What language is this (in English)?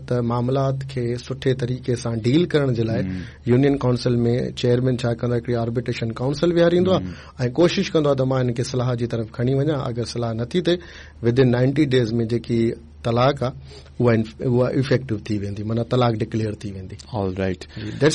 Sindhi